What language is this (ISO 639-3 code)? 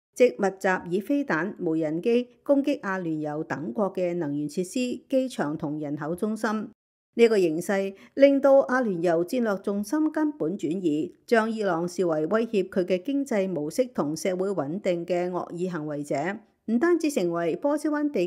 yue